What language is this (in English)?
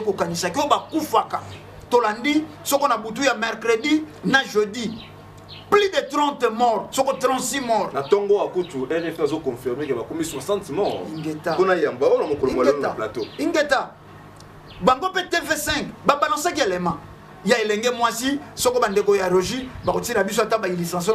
Lingala